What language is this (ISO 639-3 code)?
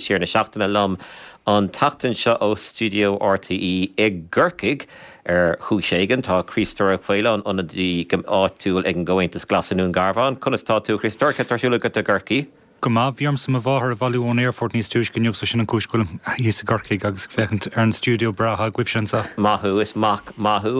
gle